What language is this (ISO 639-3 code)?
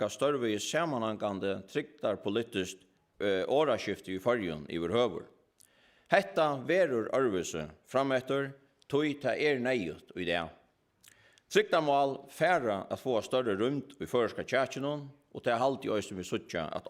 fao